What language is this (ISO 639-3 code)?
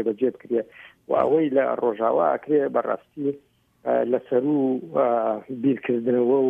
ckb